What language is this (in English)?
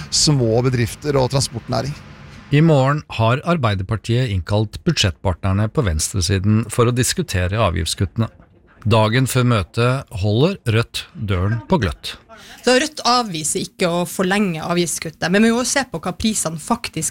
Norwegian